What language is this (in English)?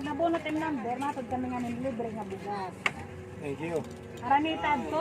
Waray